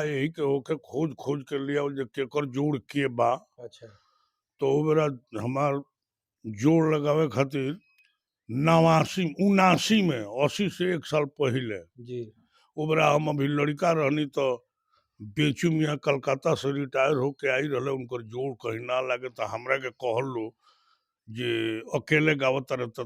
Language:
Bhojpuri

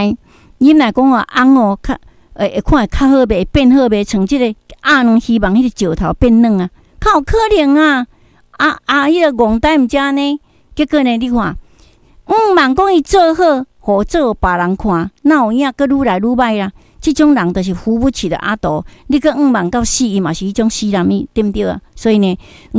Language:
Min Nan Chinese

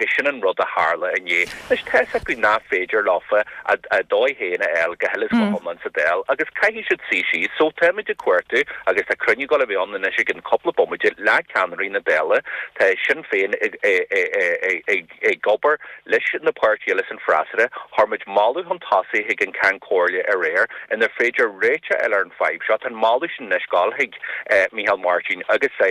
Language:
Irish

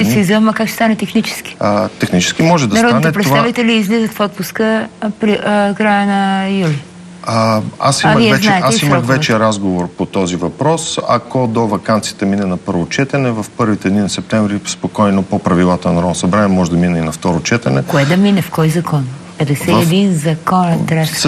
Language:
Bulgarian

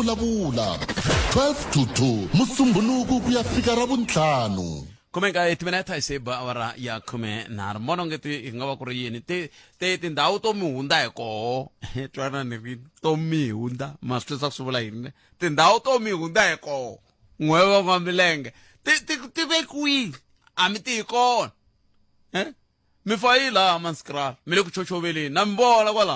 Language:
Tsonga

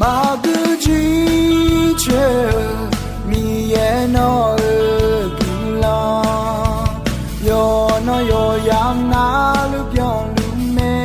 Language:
Akha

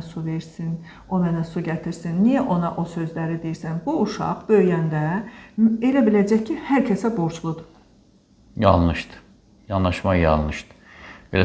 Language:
Azerbaijani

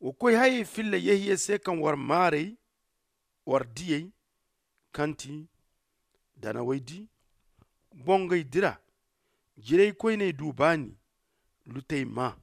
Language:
Zarma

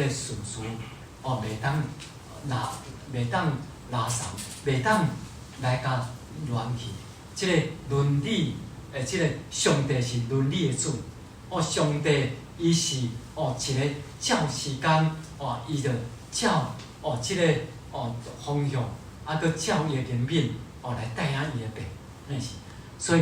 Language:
Min Nan Chinese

